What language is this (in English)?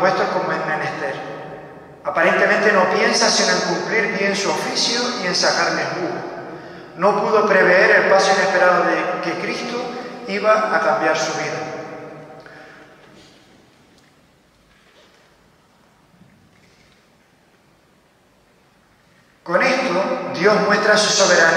Spanish